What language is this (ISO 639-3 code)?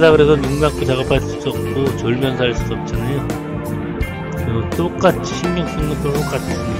kor